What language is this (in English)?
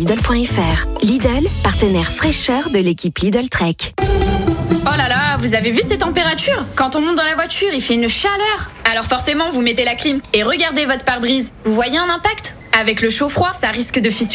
French